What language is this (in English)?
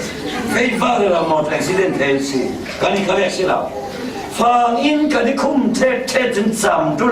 Falam Chin